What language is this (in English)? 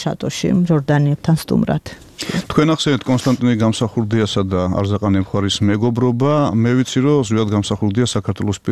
Georgian